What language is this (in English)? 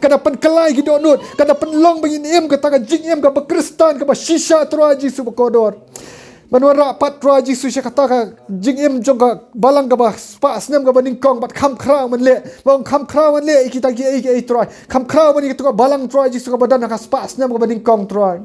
Khasi